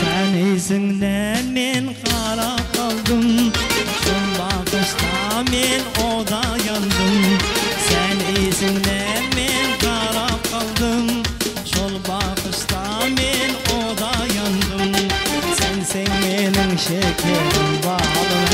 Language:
Kara-Kalpak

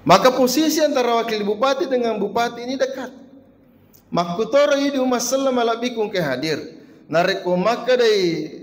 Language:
Buginese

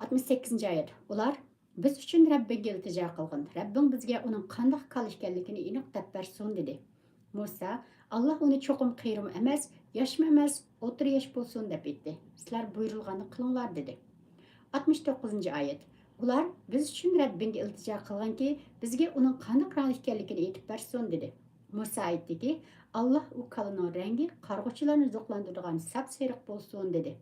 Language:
Uyghur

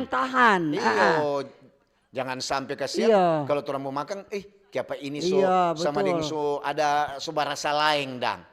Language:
Manado Malay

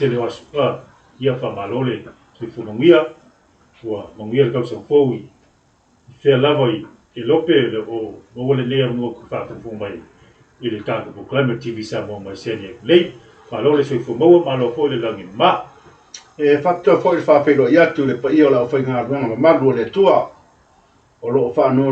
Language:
Samoan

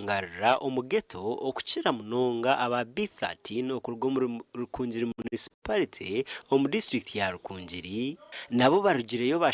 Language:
Nyankole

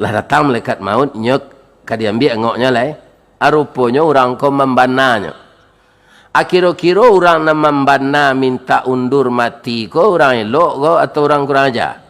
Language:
Minangkabau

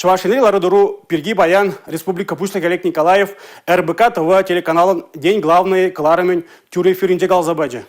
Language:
Chuvash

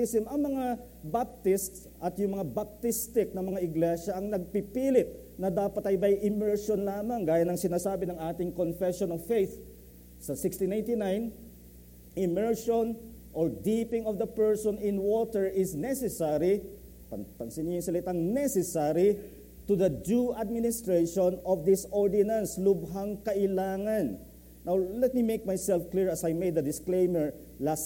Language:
Filipino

